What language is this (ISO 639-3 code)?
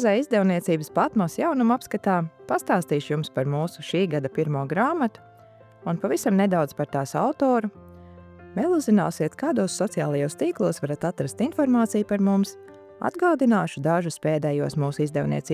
lav